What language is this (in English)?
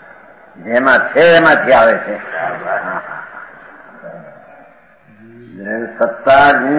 Gujarati